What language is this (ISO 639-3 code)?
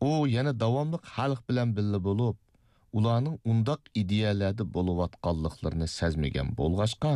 uig